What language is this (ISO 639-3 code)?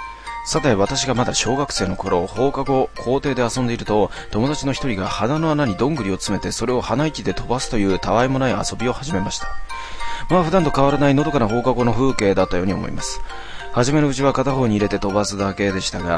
jpn